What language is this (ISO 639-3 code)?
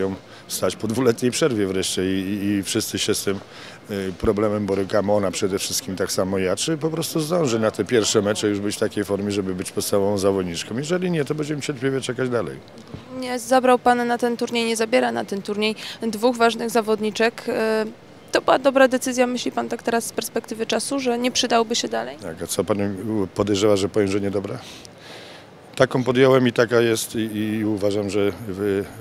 pol